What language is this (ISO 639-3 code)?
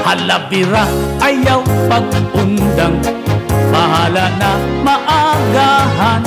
war